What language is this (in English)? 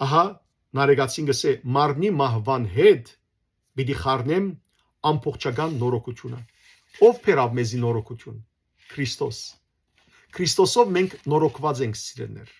Western Armenian